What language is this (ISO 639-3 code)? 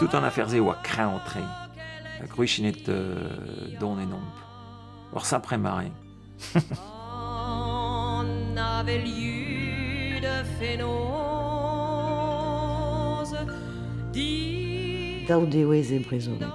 bre